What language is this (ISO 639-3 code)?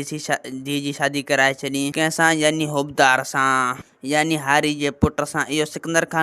snd